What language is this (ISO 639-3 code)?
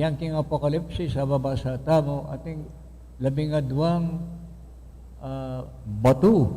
pam